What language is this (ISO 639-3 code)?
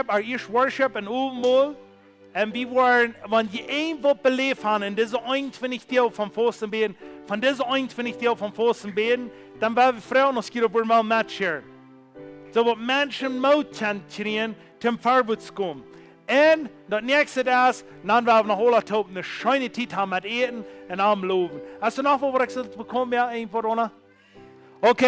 pdt